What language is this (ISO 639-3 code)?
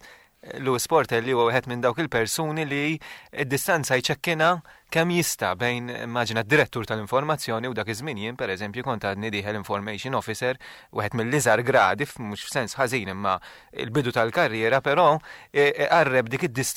mlt